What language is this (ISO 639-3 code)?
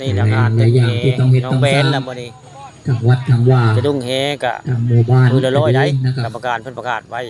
tts